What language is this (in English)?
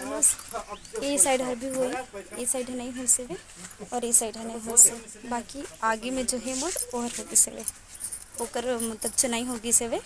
Chhattisgarhi